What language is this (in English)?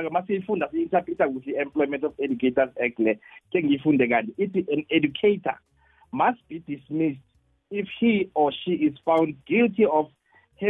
South Ndebele